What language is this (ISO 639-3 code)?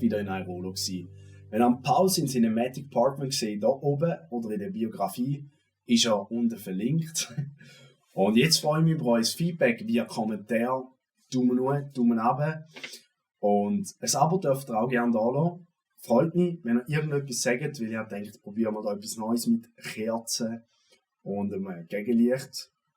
gsw